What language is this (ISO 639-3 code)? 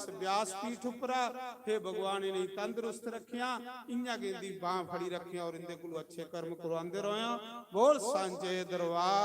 doi